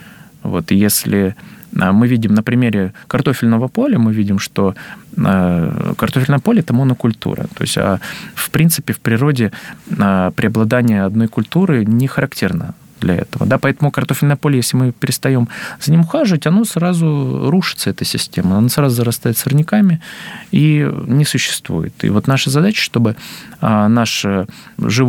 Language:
Russian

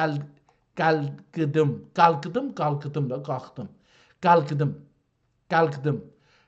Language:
South Azerbaijani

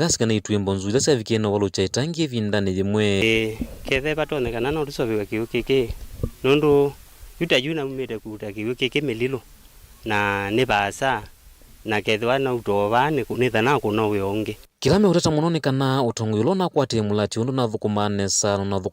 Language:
Kamba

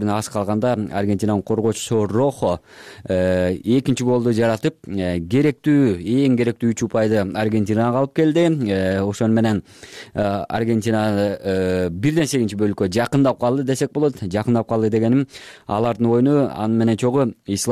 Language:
Kyrgyz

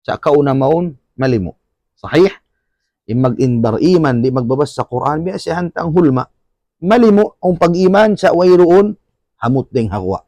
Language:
Tausug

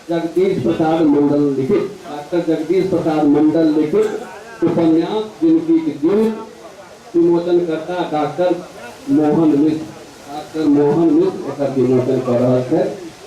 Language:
Maithili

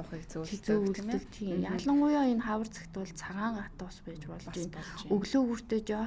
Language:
Mongolian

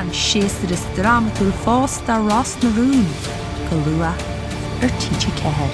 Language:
Irish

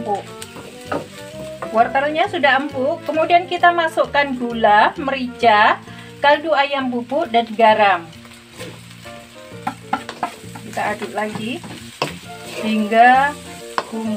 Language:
Indonesian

